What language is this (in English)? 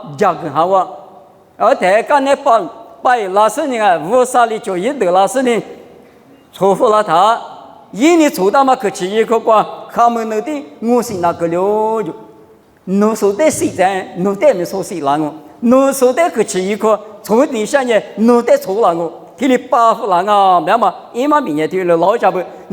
Lisu